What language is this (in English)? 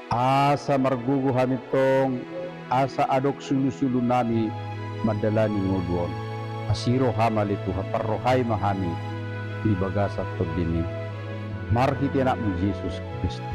Batak Toba